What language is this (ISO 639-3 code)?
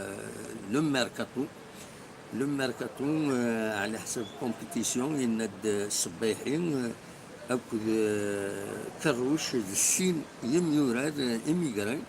kab